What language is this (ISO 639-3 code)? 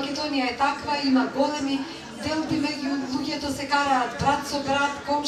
mkd